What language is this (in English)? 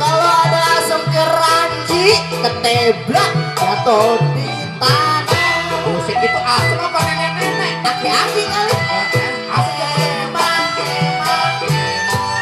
Betawi